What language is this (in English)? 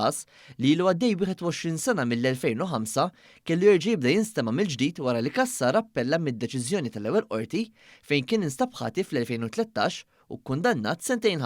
Maltese